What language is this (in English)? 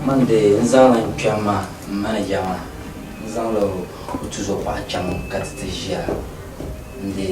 Dagbani